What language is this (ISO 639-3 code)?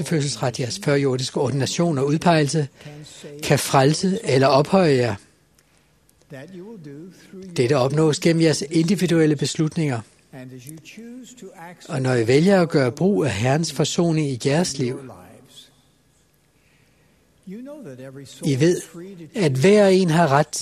dan